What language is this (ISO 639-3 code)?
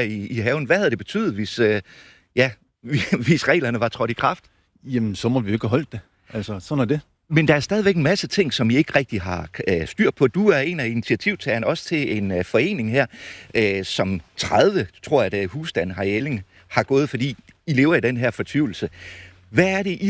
dan